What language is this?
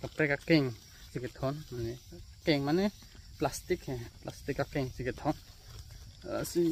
Karbi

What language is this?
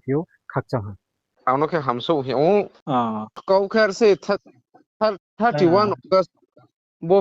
Riang (India)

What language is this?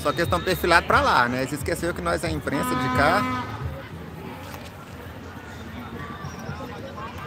Portuguese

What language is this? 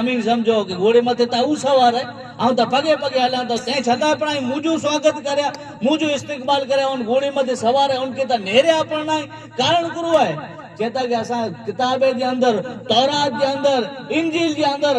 Kachhi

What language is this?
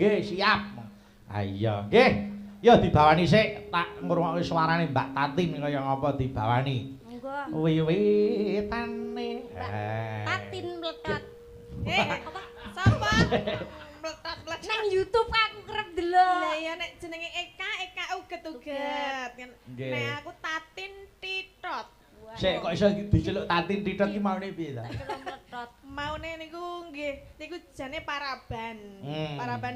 Javanese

